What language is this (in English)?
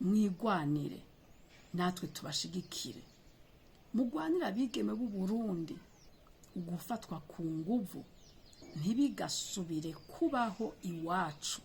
Rundi